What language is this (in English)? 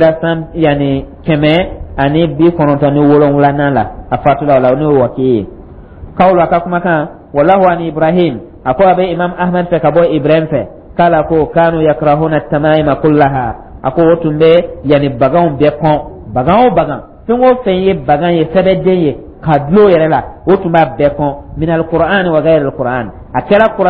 Dyula